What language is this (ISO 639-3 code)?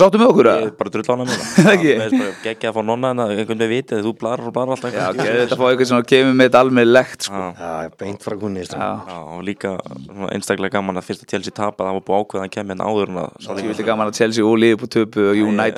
isl